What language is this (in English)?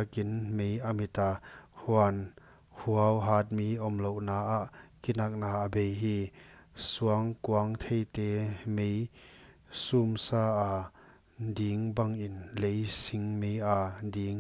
Paite Chin